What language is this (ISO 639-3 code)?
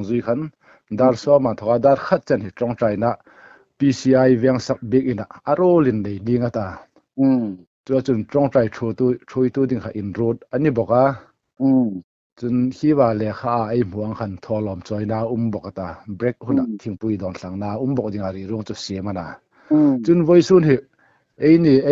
hmr